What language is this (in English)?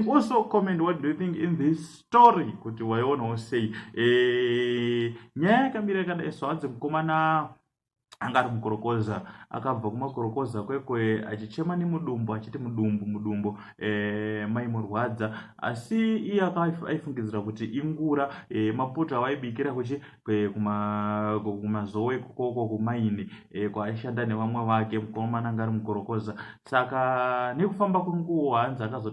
Shona